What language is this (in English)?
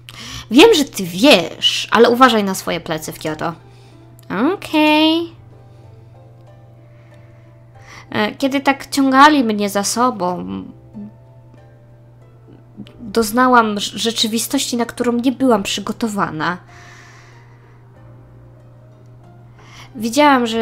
Polish